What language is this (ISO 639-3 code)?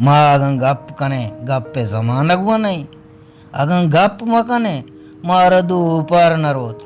bal